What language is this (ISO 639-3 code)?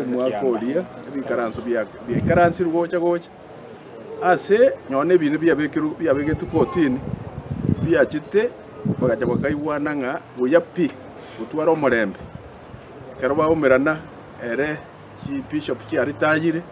guz